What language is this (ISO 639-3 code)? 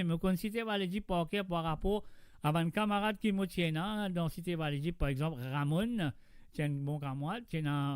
mfe